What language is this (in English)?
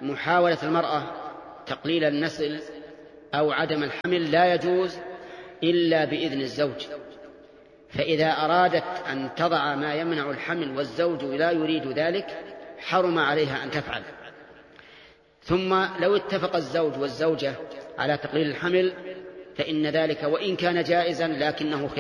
Arabic